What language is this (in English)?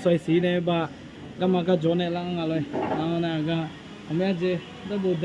Akha